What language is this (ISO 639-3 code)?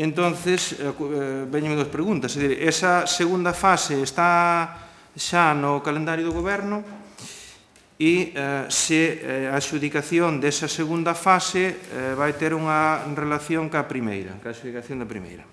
glg